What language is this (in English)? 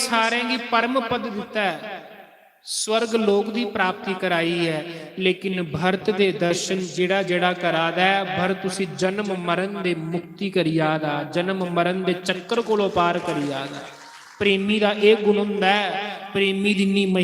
Dogri